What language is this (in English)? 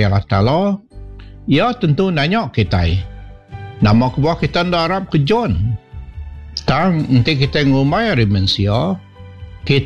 Iban